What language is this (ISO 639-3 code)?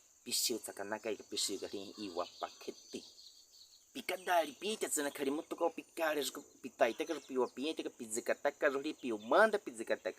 bwi